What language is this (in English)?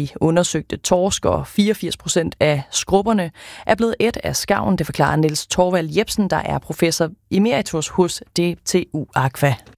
Danish